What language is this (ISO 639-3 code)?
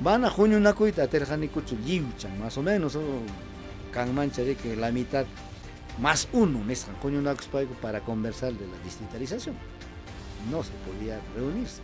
quy